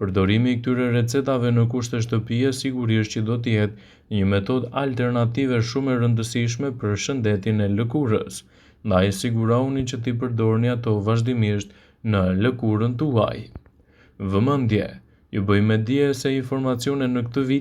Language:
Albanian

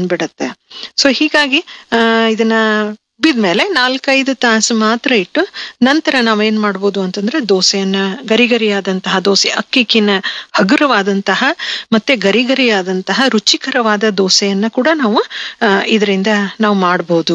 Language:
Kannada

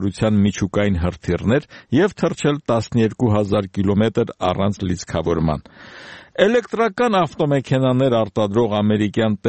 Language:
Armenian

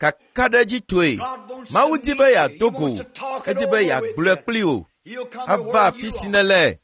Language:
Ewe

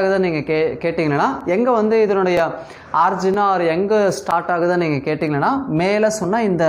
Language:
Tamil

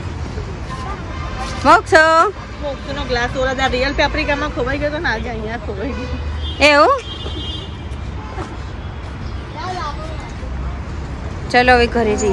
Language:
Gujarati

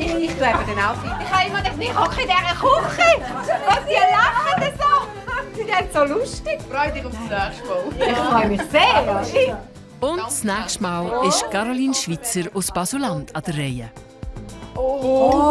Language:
Swiss German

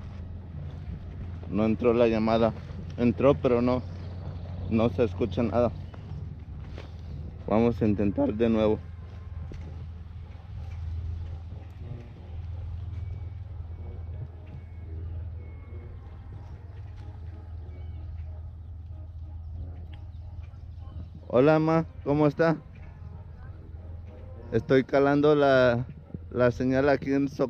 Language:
Spanish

